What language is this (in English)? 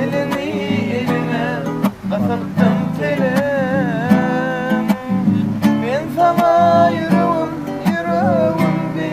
Turkmen